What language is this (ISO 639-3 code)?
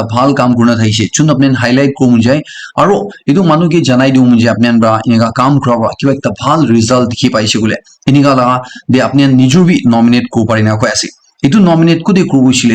nag